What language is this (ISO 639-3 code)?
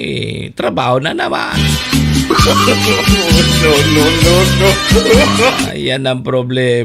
bik